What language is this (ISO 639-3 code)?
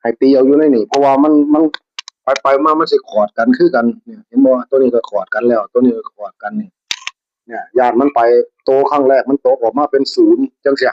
tts